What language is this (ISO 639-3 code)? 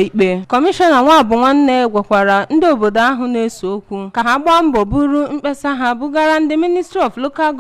ibo